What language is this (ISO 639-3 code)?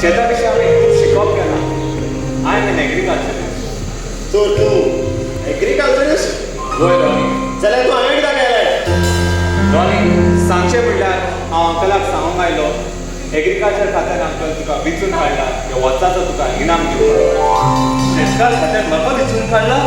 kok